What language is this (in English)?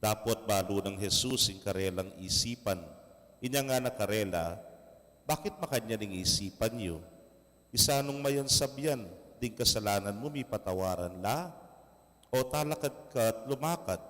Pampanga